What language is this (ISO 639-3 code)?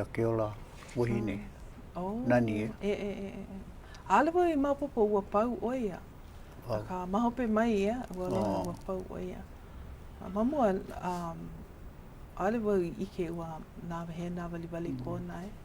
haw